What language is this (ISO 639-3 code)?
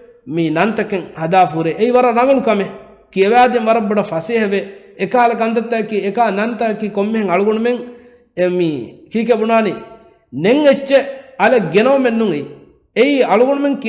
div